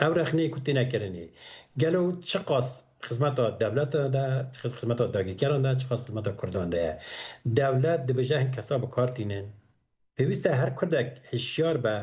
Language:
Kurdish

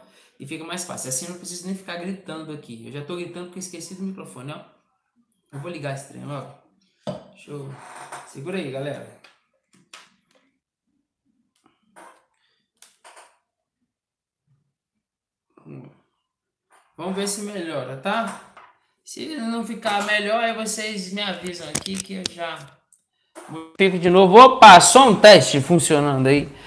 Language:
Portuguese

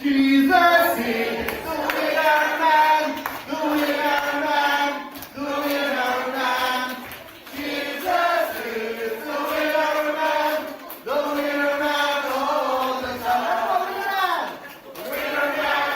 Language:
Ao Naga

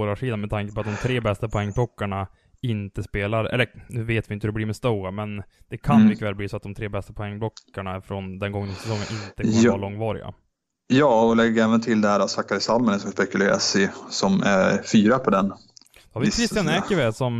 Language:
Swedish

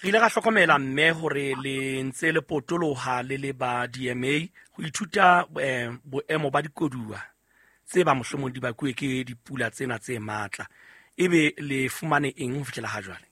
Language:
Southern Sotho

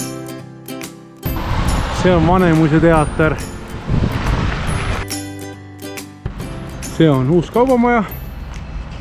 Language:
Estonian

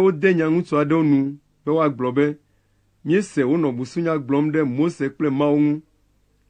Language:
Ewe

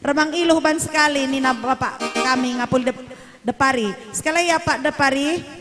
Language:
Batak Karo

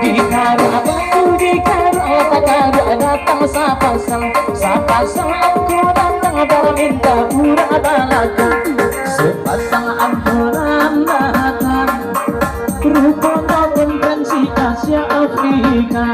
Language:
Minangkabau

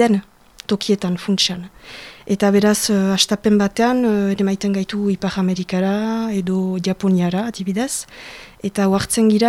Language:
Basque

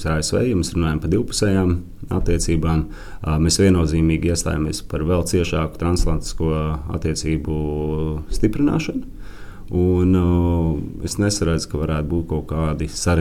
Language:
Latvian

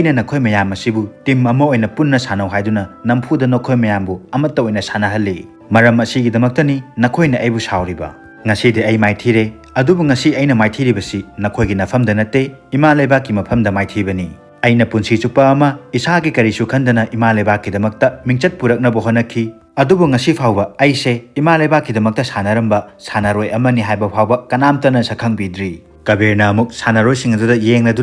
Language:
Manipuri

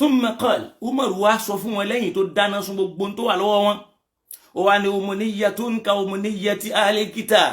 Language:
Yoruba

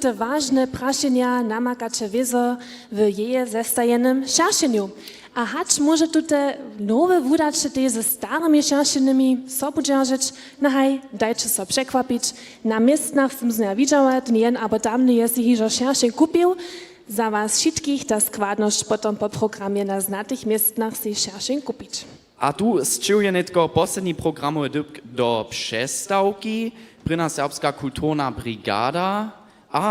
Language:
Upper Sorbian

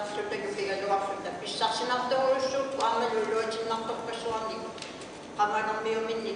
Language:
Kalaallisut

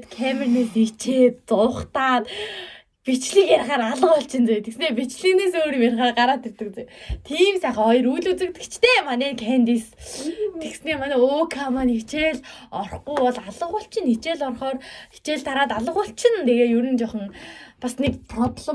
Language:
Mongolian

